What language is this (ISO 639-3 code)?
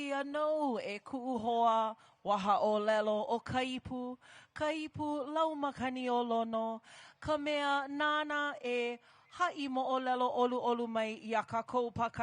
haw